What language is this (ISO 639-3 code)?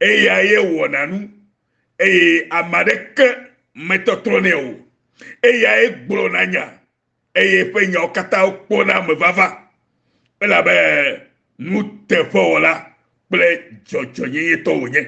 ewe